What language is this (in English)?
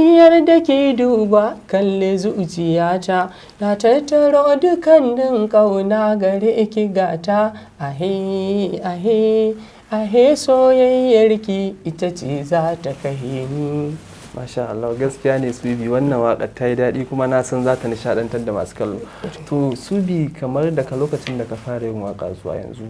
Hausa